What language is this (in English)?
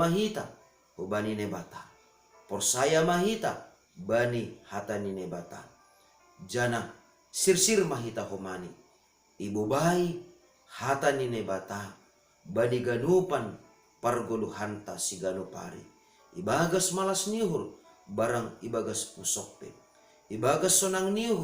Batak Simalungun